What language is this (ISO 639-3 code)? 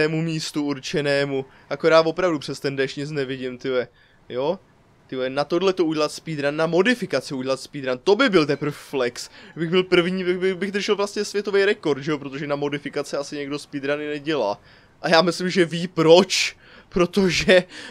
ces